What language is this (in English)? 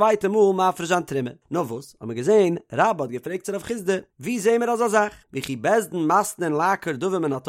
Yiddish